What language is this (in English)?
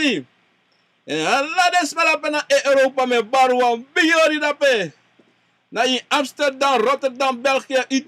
Sranan Tongo